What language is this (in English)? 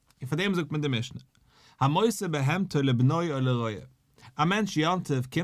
Yiddish